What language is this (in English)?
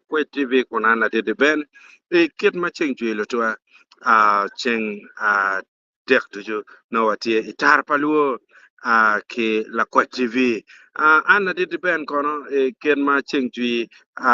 Acoli